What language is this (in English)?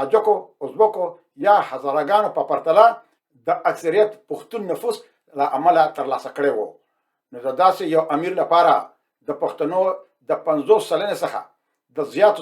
Pashto